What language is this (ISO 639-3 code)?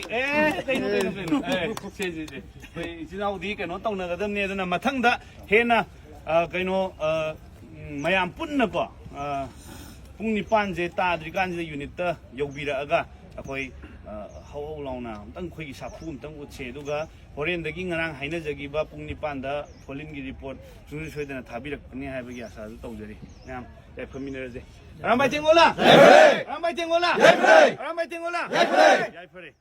mni